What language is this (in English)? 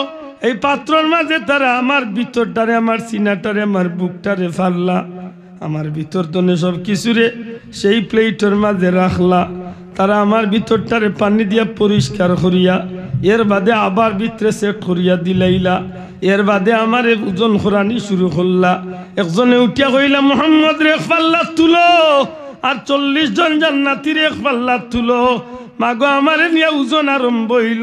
Sylheti